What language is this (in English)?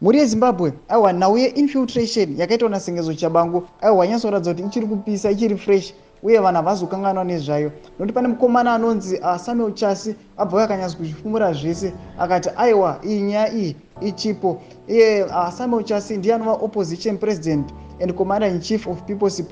Shona